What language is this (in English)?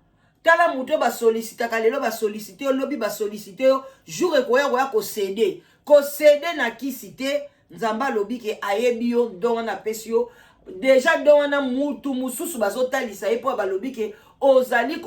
Lingala